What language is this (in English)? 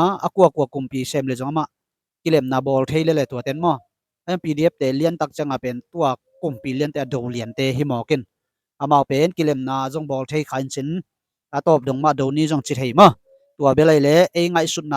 Tedim Chin